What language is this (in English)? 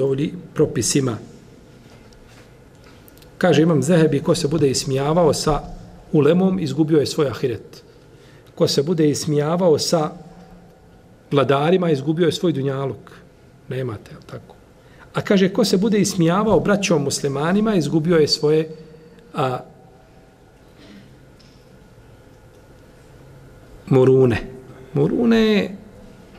Bosnian